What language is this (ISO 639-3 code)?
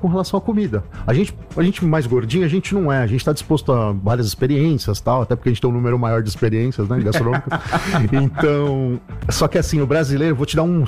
por